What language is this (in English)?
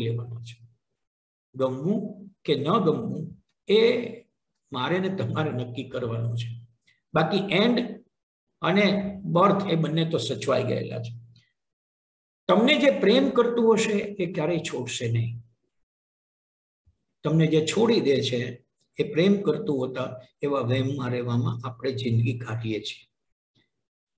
Gujarati